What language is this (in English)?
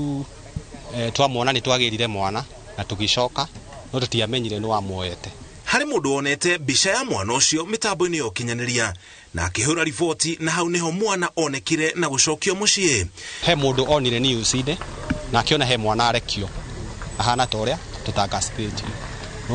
Kikuyu